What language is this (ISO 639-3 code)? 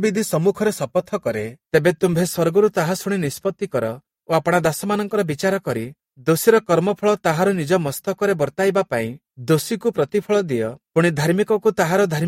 ori